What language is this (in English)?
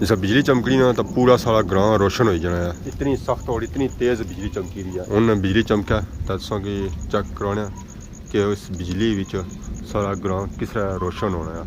Pahari-Potwari